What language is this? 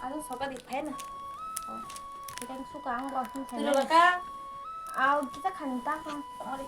Kok Borok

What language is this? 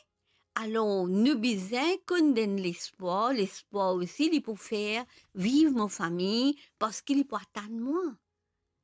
Morisyen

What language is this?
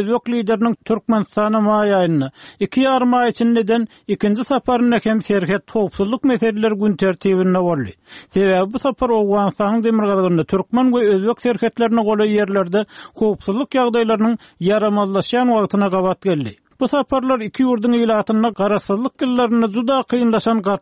Turkmen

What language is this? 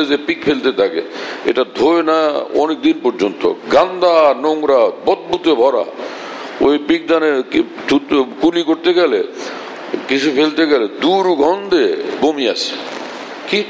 Bangla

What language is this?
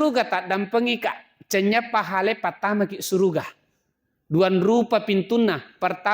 Buginese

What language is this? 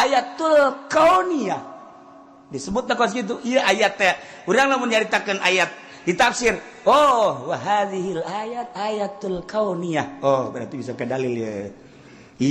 Sundanese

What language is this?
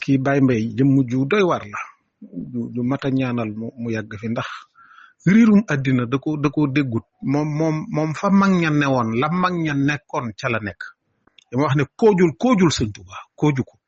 Wolof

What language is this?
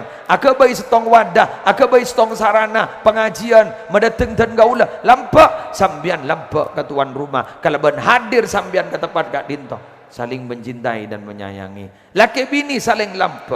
Madurese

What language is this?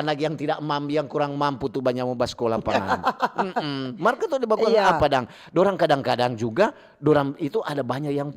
Manado Malay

